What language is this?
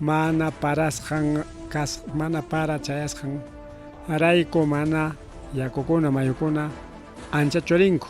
Ayacucho Quechua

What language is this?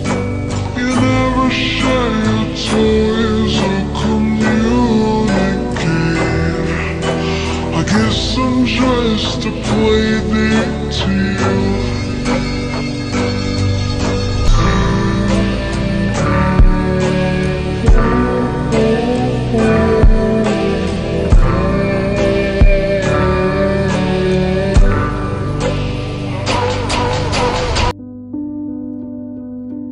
English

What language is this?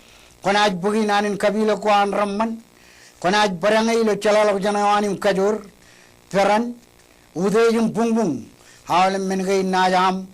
Marshallese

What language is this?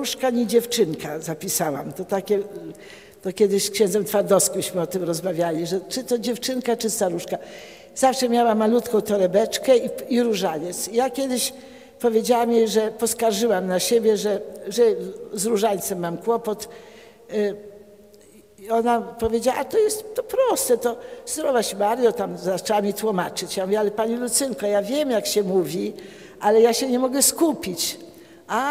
Polish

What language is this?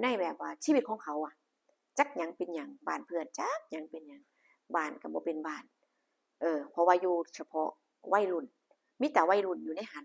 Lao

